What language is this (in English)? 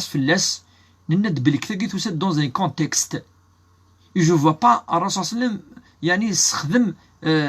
Kabyle